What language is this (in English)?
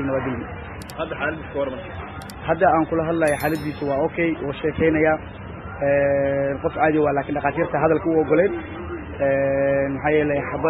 Somali